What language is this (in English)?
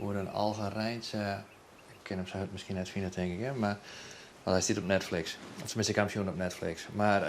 Western Frisian